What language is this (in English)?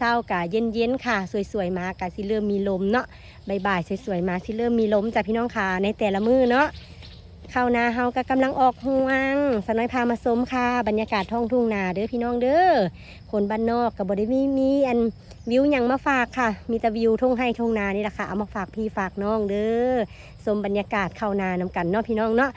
Northeastern Thai